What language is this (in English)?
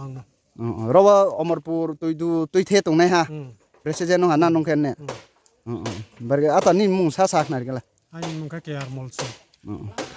Riang (India)